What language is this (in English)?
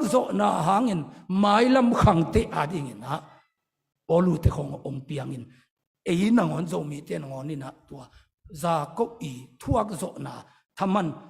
Tedim Chin